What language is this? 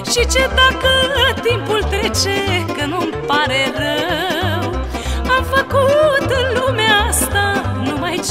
Romanian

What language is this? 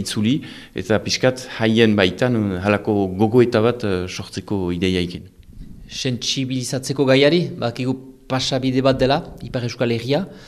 Basque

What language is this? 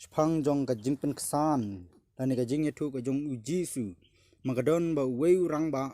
Khasi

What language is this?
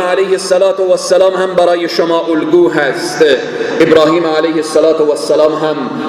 Persian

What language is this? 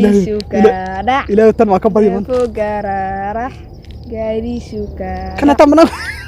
Somali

